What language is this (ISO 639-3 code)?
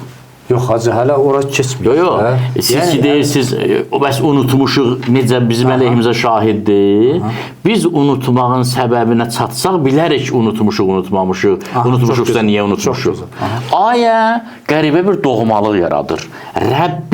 aze